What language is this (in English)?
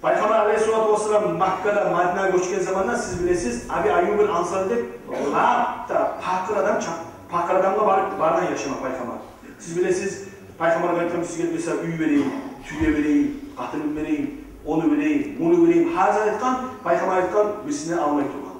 Kumyk